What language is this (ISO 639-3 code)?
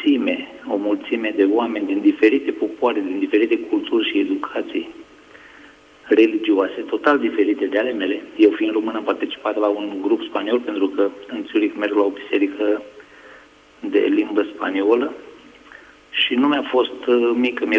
ron